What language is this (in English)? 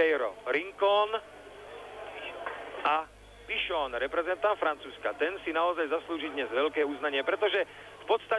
Slovak